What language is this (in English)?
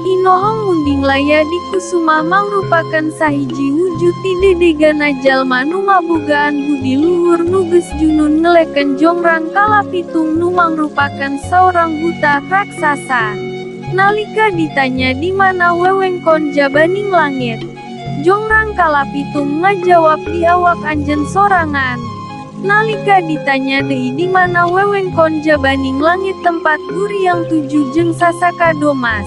Sundanese